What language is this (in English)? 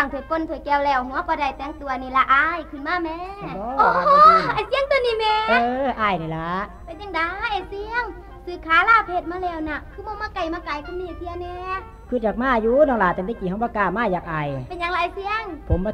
Northeastern Thai